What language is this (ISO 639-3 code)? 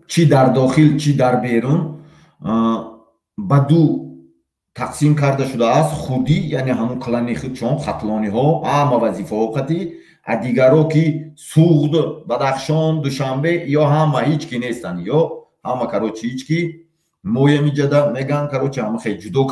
tgk